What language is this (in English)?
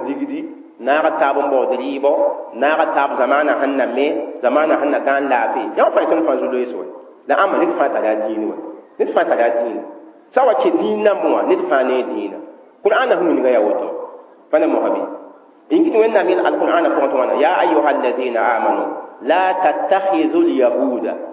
Mossi